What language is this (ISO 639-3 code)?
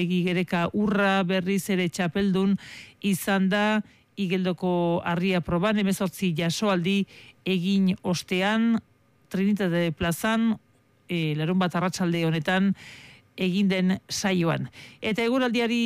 eus